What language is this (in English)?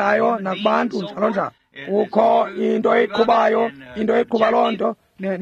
Xhosa